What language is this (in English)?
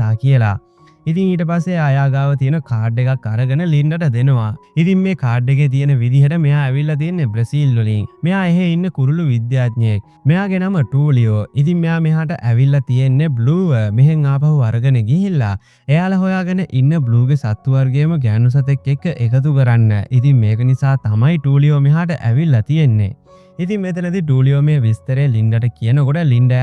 Sinhala